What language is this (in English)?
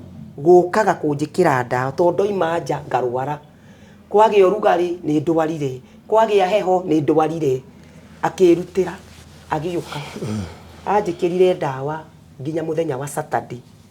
Kikuyu